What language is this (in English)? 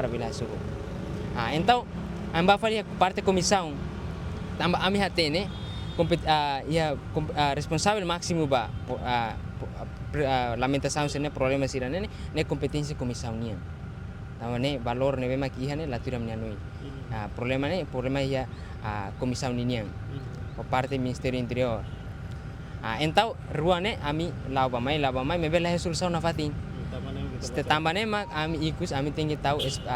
Tetum